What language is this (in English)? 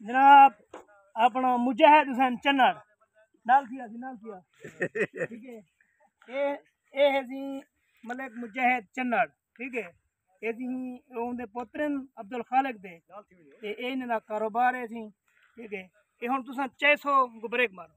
Saraiki